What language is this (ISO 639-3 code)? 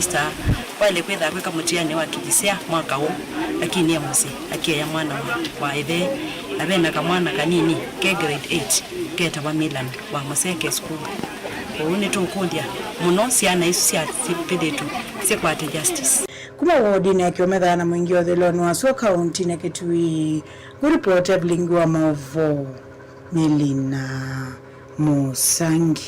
kam